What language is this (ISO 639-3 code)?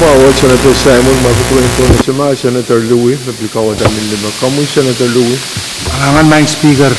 pon